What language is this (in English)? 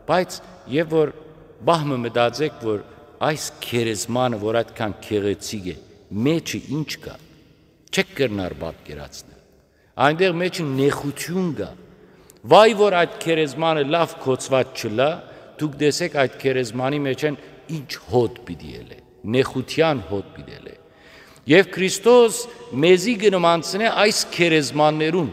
Western Armenian